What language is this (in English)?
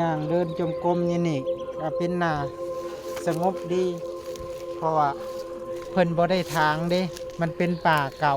Northeastern Thai